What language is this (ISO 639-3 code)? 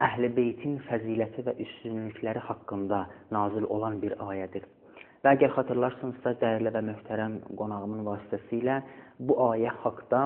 aze